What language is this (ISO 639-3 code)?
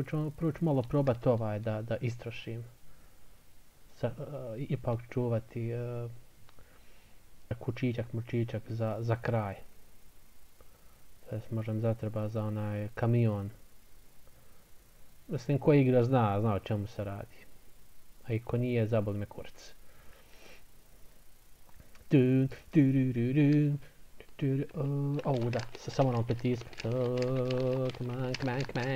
bos